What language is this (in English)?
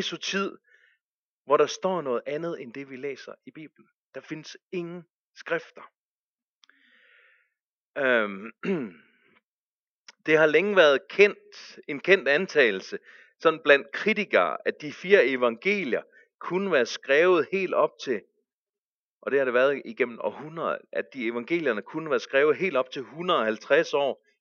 Danish